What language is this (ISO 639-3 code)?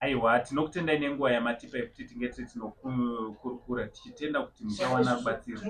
sna